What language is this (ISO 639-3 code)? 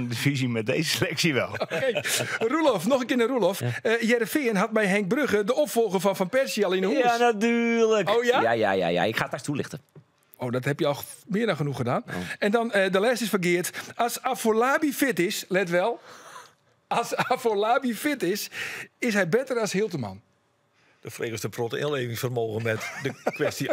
fry